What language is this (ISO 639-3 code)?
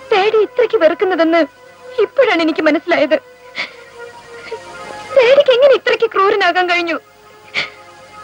mal